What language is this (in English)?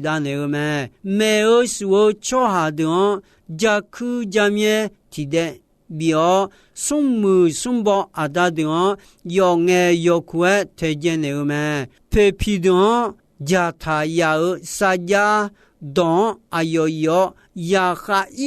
Akha